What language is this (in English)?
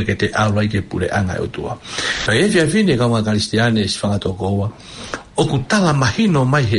Tongan